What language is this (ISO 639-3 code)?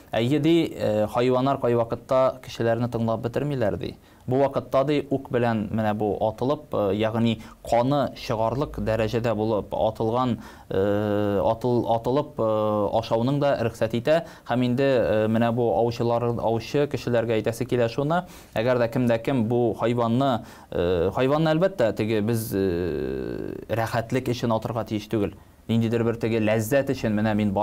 tat